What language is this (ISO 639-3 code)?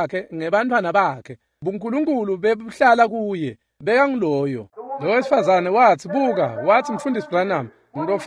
ssw